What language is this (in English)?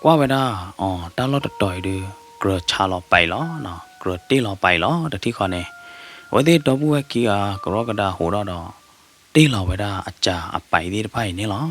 S'gaw Karen